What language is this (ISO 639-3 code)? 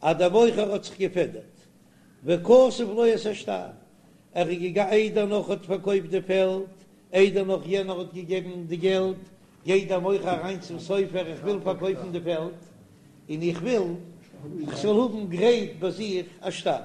yid